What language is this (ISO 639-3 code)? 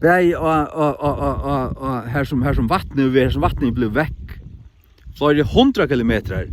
fao